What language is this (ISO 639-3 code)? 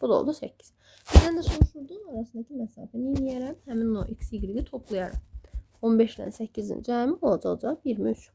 aze